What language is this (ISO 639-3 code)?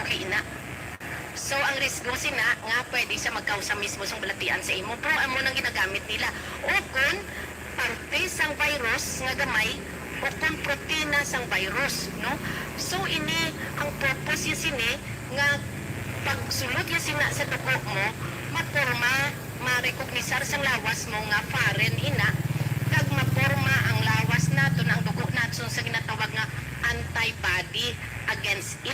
hil